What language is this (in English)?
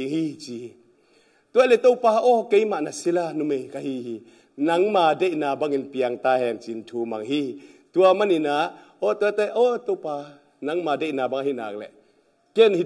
Tedim Chin